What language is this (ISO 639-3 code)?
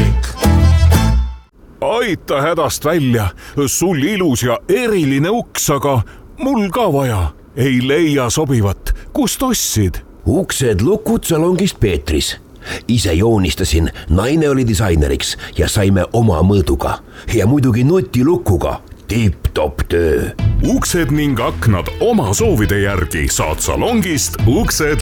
est